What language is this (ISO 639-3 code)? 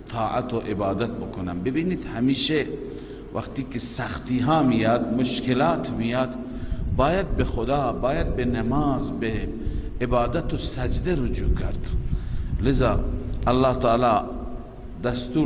fas